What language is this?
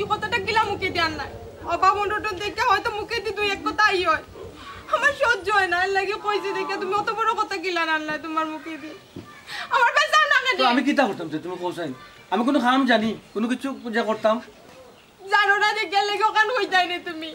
Sylheti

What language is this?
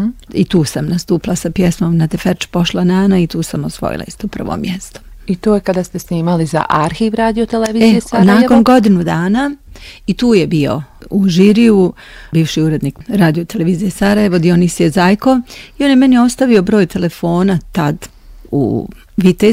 Bosnian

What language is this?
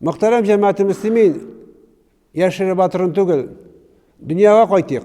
Tatar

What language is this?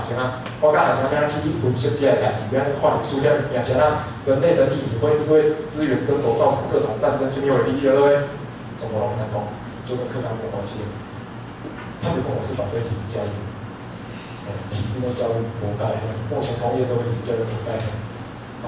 Min Nan Chinese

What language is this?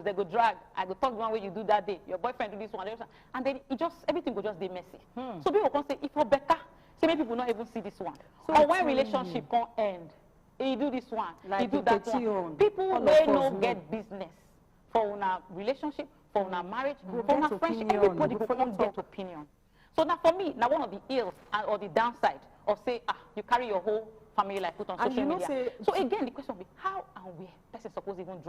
Nigerian Pidgin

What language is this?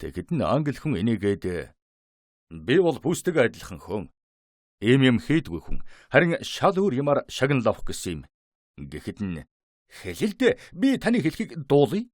Mongolian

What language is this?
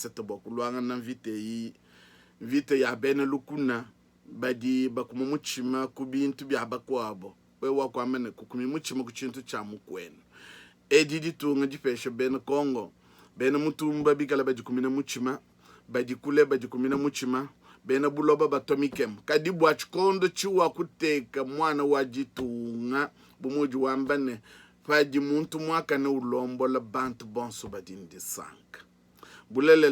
Luba-Lulua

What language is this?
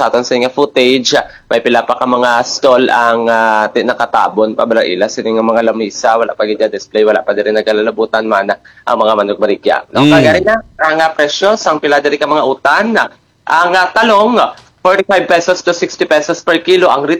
Hiligaynon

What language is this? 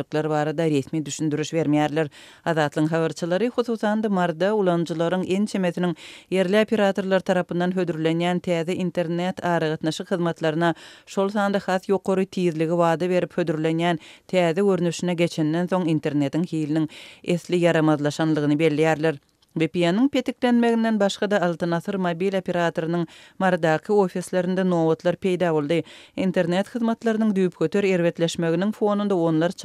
Turkmen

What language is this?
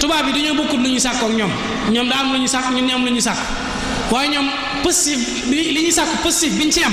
Wolof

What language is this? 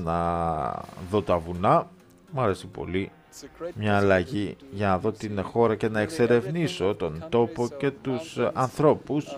Greek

